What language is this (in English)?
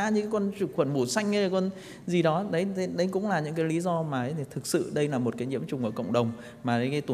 Vietnamese